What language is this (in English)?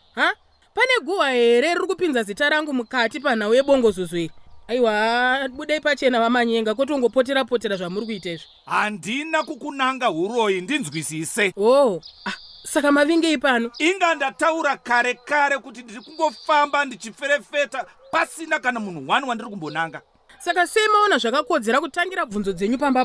Shona